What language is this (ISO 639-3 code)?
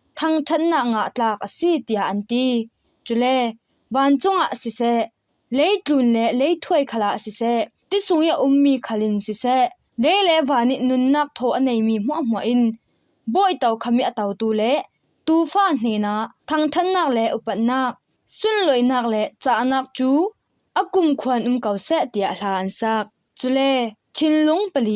cfm